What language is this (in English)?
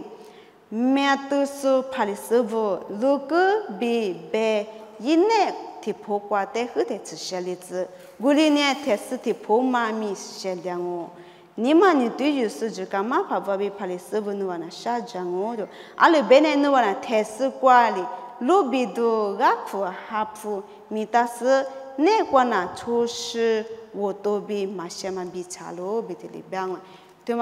Lisu